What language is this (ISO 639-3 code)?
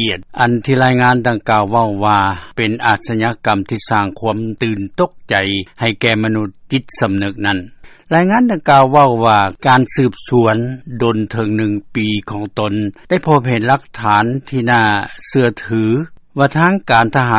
lao